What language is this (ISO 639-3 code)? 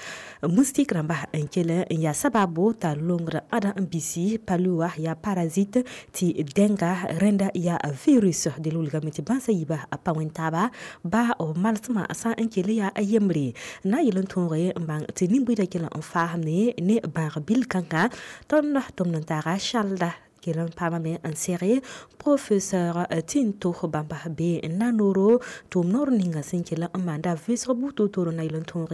mos